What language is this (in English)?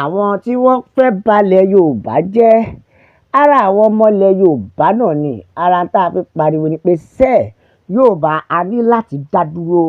Yoruba